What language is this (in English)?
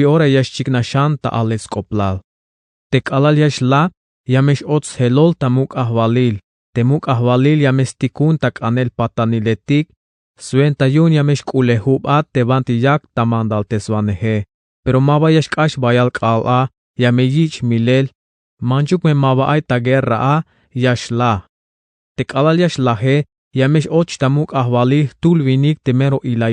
Tzeltal